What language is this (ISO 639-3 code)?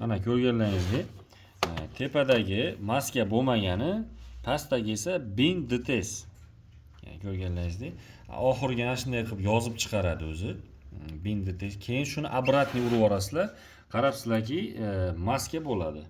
uzb